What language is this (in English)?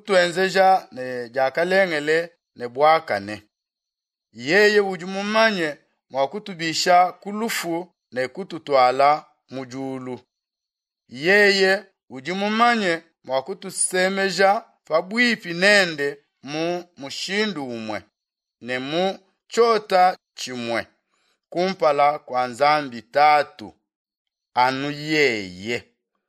Luba-Lulua